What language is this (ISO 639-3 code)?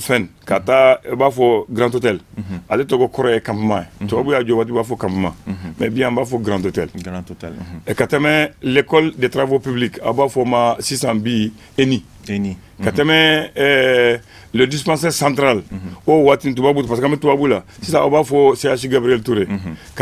bam